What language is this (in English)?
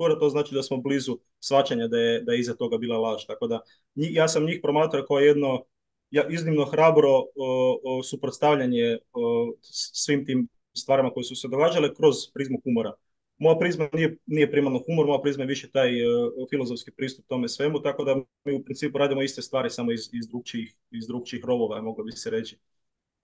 Croatian